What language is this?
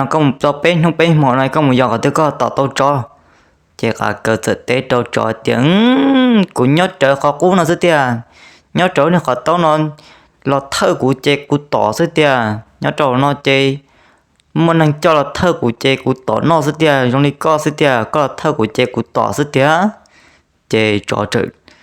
Hmong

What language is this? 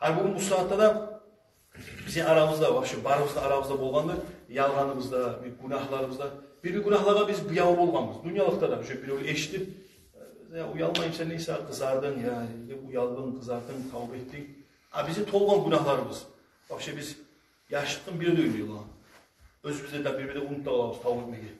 Kumyk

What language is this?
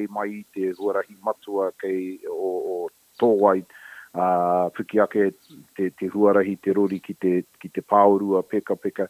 Māori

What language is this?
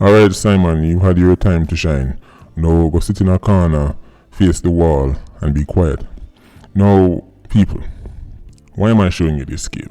Jamaican Creole English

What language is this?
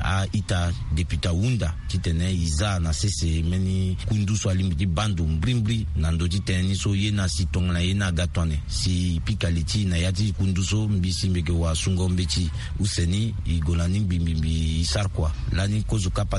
Sango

